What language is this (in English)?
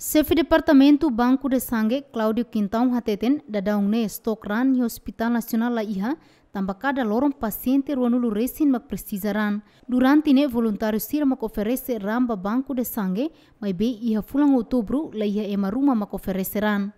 Tetum